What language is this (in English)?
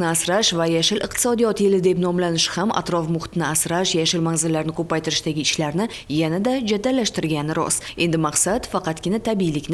Uzbek